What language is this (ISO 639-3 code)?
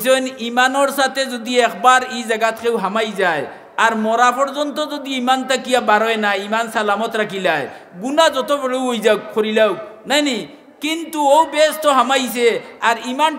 syl